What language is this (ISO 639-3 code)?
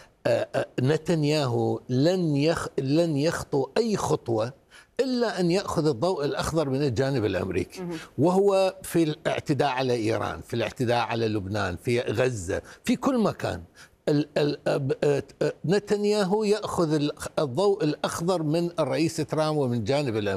ara